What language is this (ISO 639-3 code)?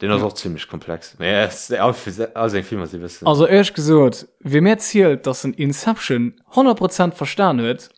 ltz